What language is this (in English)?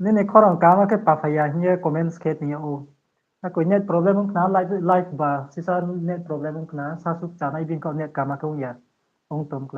Riang (India)